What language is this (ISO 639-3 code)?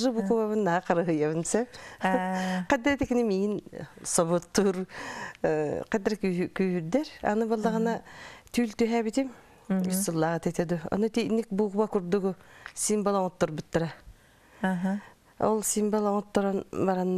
sah